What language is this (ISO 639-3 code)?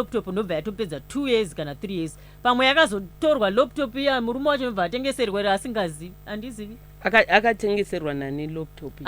sna